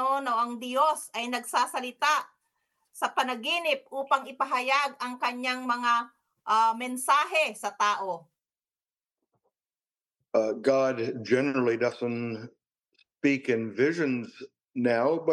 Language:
Filipino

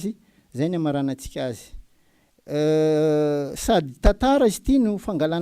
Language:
Malagasy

